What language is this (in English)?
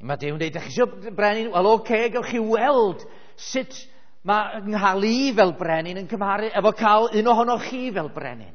Welsh